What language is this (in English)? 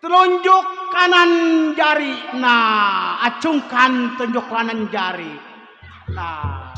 Betawi